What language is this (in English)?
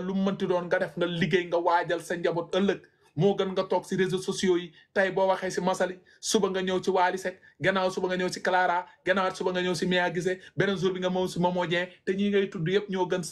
Wolof